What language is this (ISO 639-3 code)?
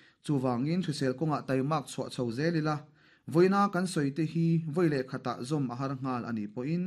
lus